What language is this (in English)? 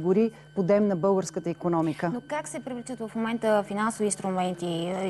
Bulgarian